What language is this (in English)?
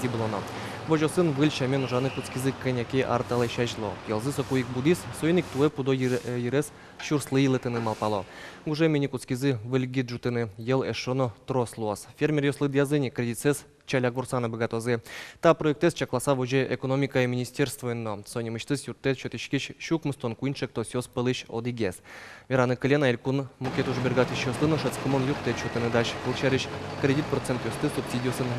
Udmurt